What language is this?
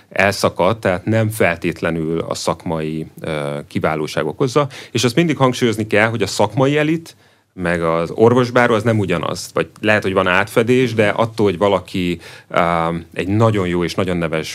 Hungarian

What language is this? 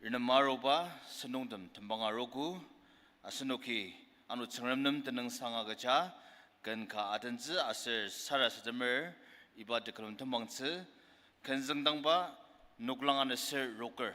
Ao Naga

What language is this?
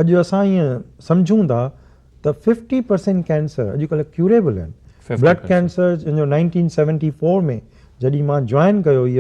Sindhi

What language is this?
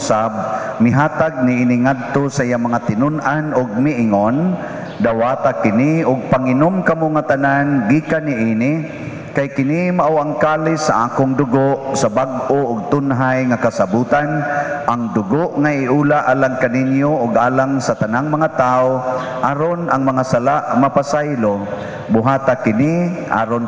Cebuano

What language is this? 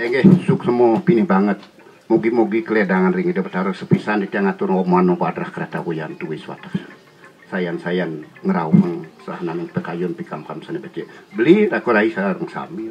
Balinese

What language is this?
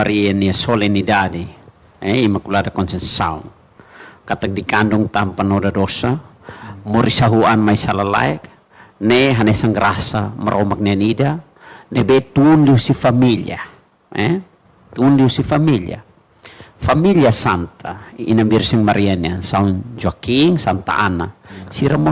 Tetum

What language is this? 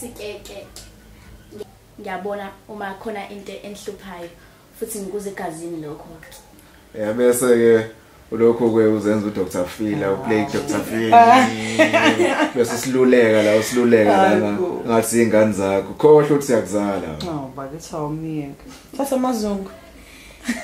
Zulu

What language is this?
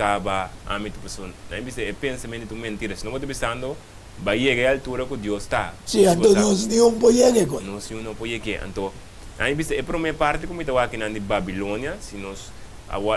Papiamento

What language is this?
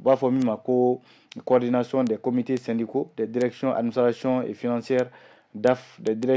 Bambara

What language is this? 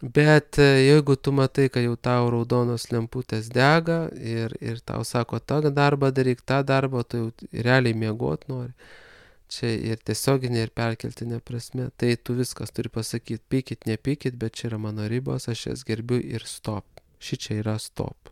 Lithuanian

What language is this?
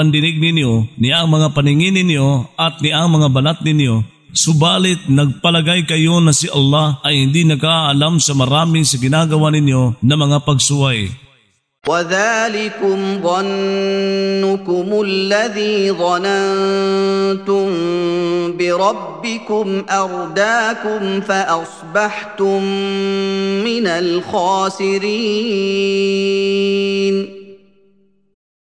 Filipino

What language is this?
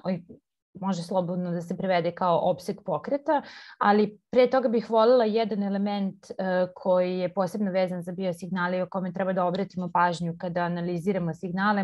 Serbian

